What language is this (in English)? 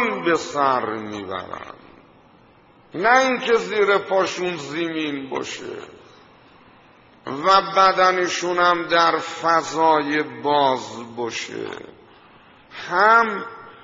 Persian